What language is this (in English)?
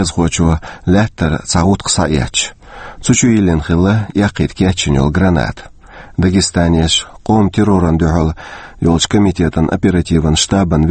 Chechen